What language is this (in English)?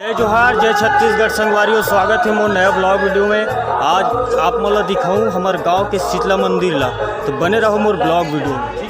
Chhattisgarhi